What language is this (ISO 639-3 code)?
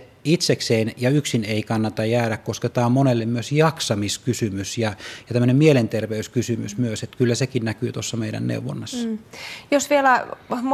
fin